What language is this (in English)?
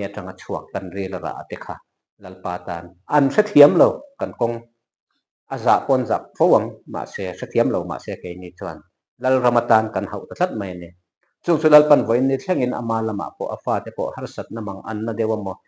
Mizo